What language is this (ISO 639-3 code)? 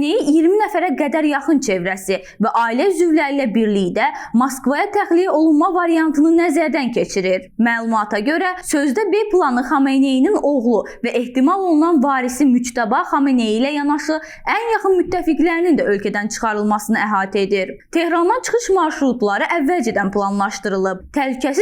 aze